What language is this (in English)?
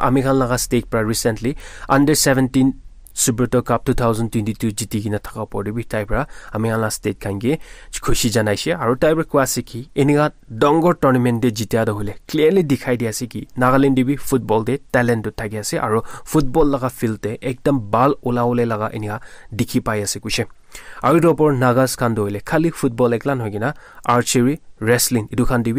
Naga Pidgin